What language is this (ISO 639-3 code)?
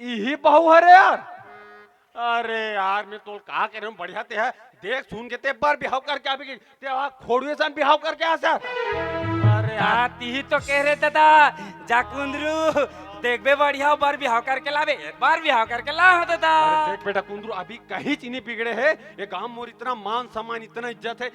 hne